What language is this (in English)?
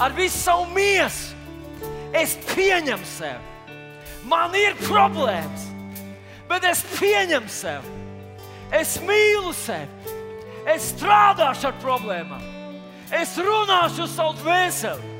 Latvian